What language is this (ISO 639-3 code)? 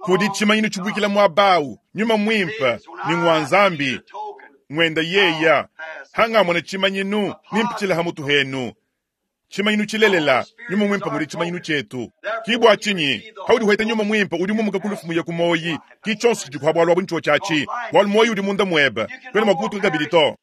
lua